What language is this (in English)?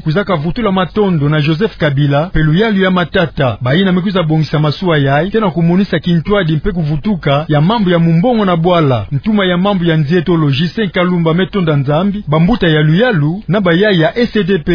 Kituba (Democratic Republic of Congo)